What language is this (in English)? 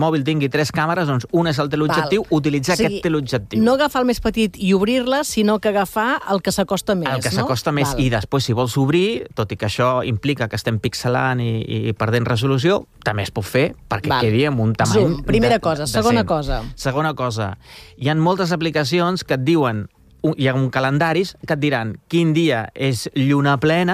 Catalan